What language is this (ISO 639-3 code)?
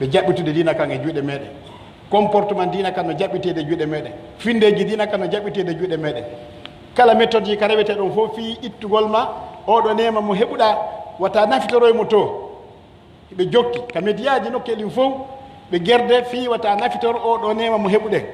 fuf